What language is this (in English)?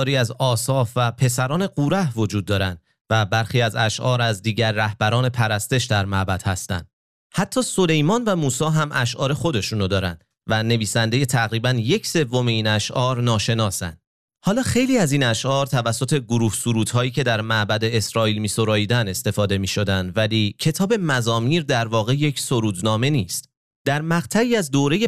Persian